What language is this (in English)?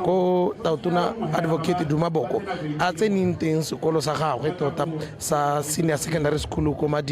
Tswana